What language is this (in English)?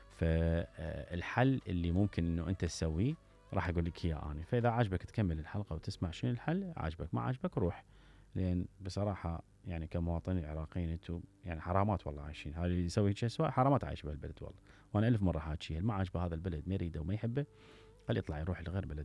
Mesopotamian Arabic